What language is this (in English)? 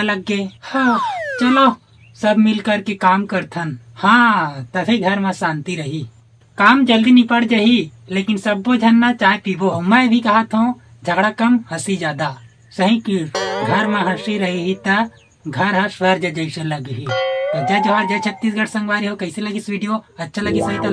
Chhattisgarhi